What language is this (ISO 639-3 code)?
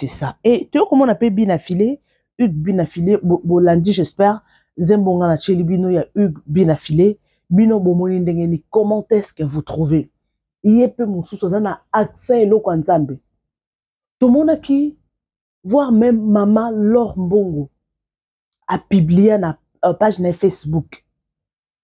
lin